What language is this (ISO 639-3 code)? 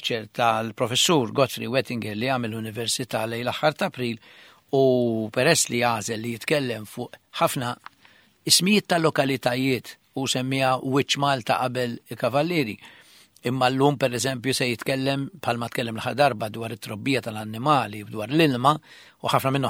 mlt